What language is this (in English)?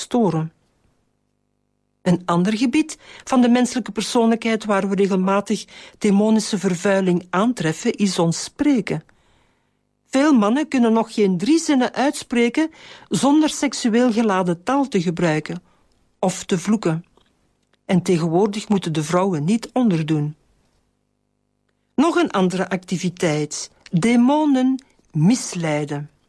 Dutch